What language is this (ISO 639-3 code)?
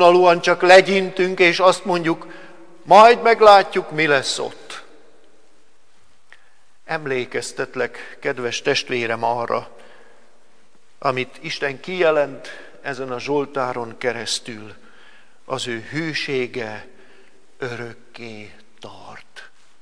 hun